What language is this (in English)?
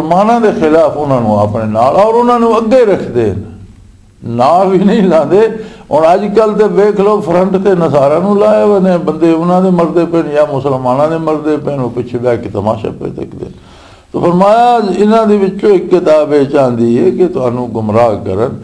Western Panjabi